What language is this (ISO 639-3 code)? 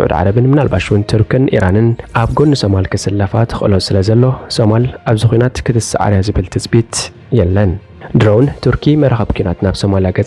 tir